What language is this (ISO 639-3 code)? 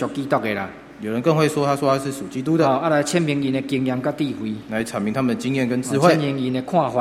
zho